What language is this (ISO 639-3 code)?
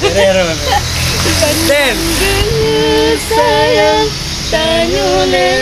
ace